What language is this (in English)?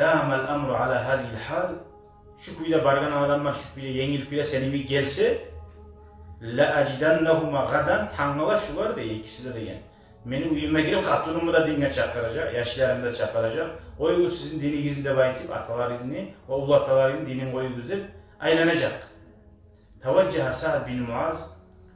Kumyk